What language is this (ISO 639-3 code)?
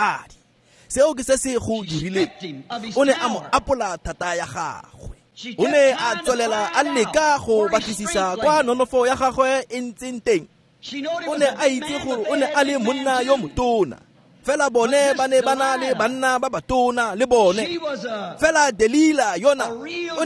tsn